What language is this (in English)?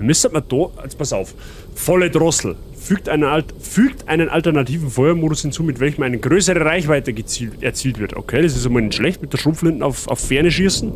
Bavarian